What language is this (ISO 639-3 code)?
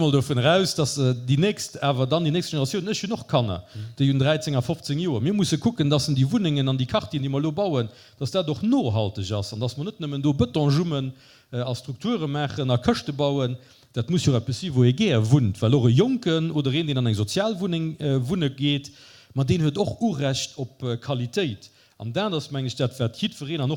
ltz